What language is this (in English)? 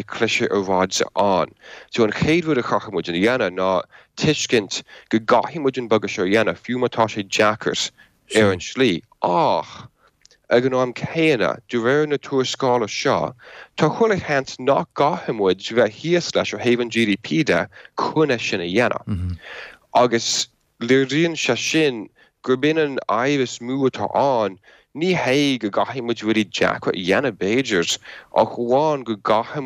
Irish